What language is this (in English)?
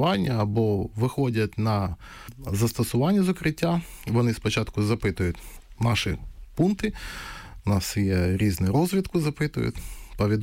Ukrainian